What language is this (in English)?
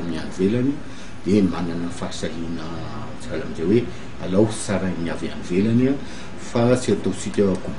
Malagasy